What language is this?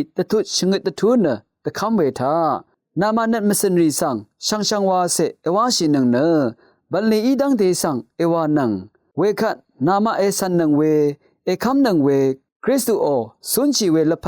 Rawang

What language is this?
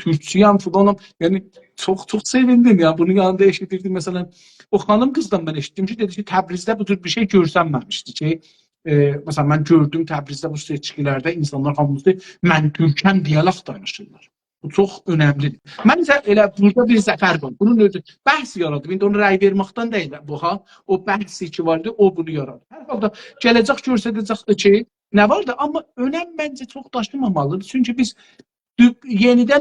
South Azerbaijani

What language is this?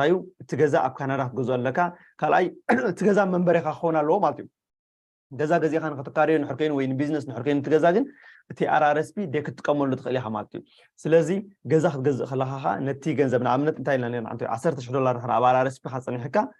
Tigrinya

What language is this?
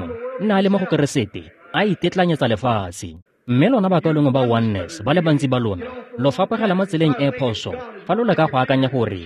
Tswana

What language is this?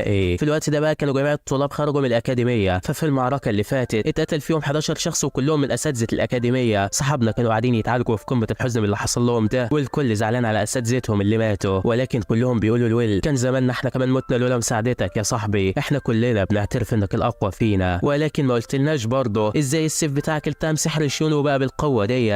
Egyptian Arabic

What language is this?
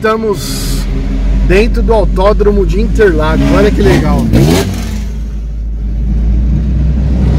Portuguese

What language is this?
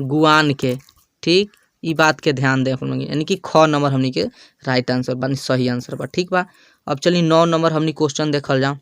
Bhojpuri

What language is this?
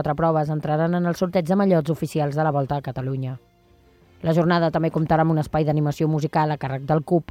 Catalan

